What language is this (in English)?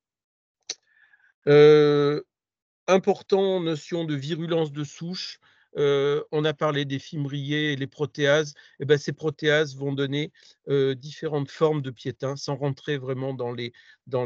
French